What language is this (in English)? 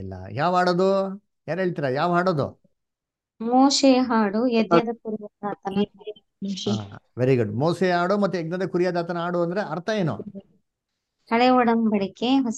Kannada